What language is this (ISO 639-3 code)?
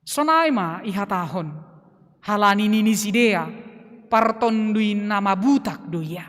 bts